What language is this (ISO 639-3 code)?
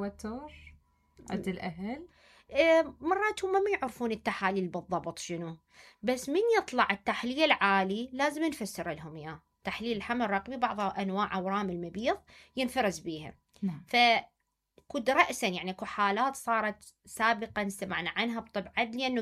acm